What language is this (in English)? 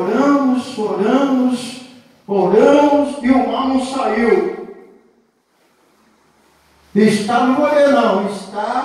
Portuguese